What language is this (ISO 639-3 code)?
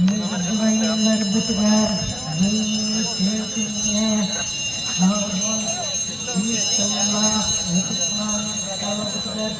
sah